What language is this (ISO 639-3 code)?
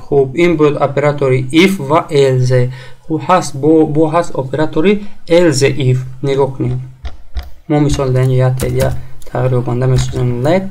tgk